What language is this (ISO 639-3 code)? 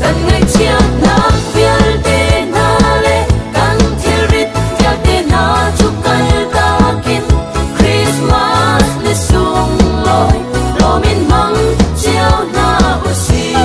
cnh